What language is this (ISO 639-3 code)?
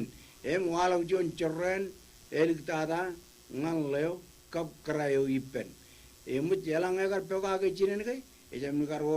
mah